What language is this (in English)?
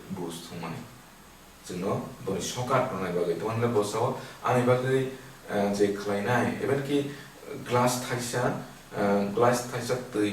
Kok Borok